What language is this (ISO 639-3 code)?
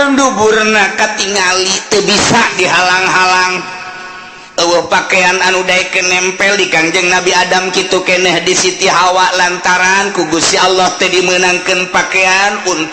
sun